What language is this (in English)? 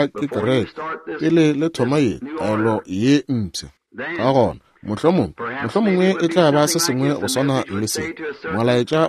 Northern Sotho